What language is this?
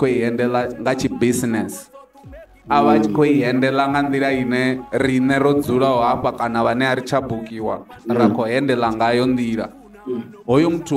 Venda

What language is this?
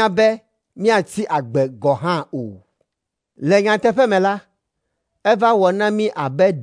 Ewe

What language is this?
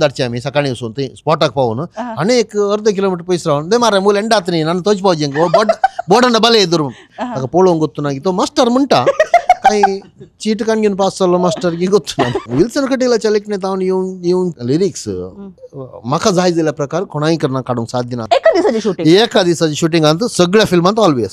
Konkani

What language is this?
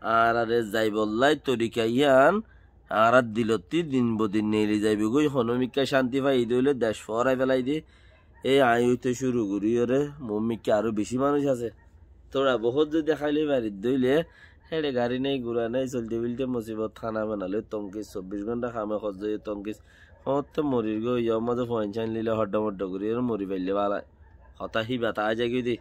Rohingya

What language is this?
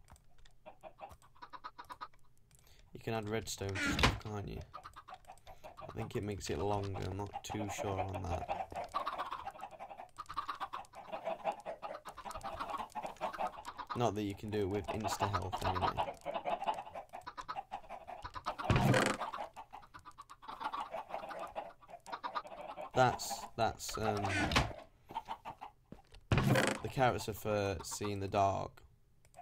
English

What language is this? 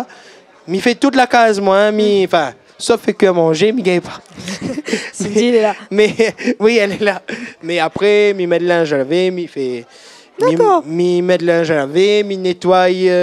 Réunion Creole French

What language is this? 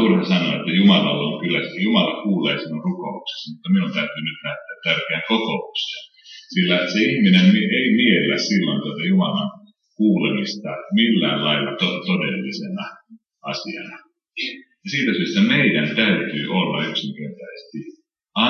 Finnish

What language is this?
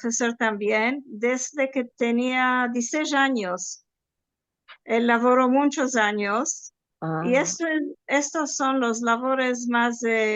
Ladino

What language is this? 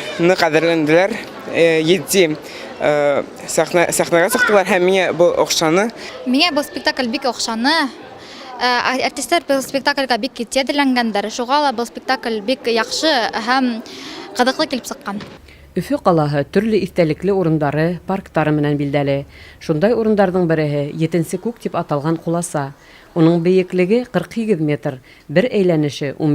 Bashkir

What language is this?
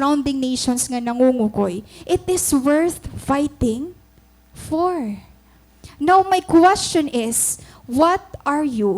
Waray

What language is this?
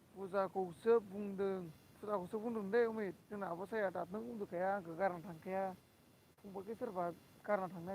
Bodo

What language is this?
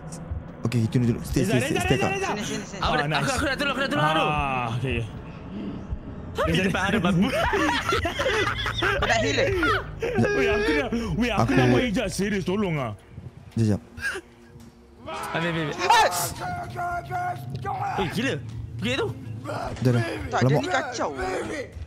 Malay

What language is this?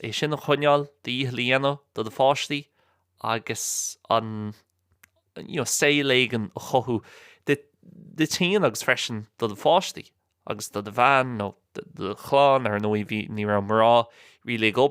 Irish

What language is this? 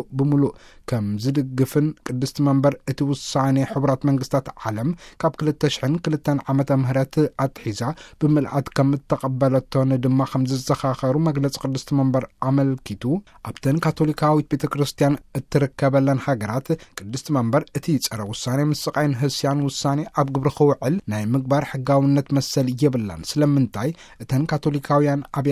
Tigrinya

